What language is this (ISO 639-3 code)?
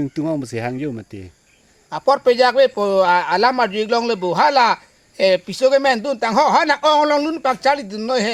mjw